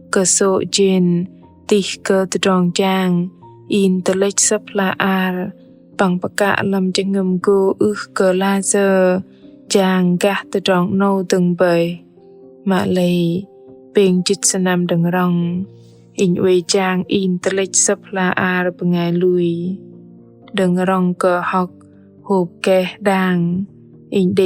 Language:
Bahnar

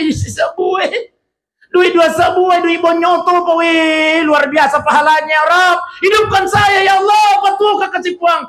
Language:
Buginese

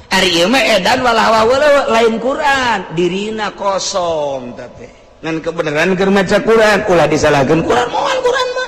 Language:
Sundanese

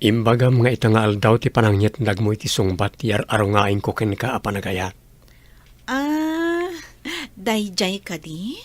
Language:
Iloko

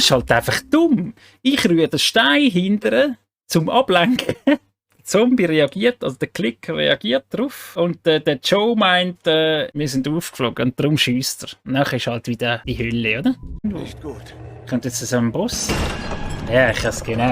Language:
Swiss German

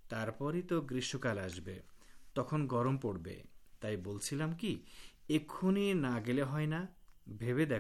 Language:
Bangla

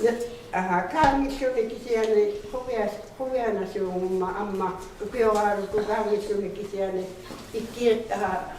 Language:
Inuktitut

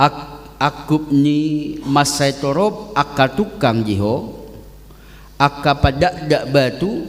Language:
Batak Toba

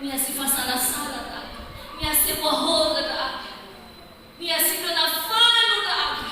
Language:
Nias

